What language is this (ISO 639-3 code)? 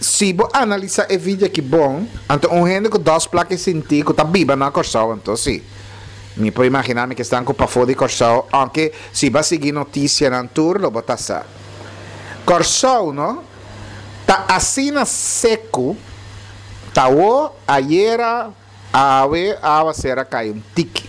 pap